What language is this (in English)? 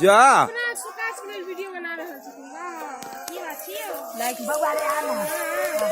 Maithili